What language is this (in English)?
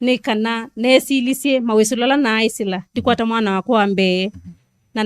Kamba